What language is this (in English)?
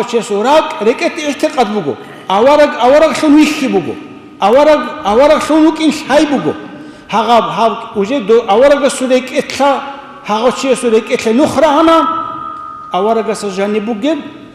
Avaric